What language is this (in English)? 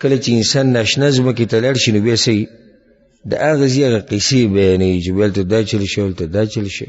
Pashto